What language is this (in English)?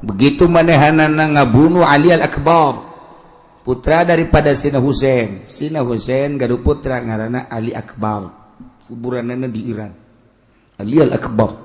Sundanese